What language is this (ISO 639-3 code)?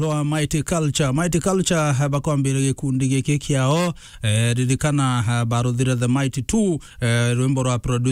mer